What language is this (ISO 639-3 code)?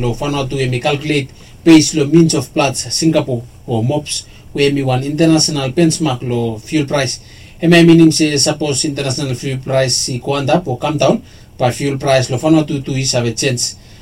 bis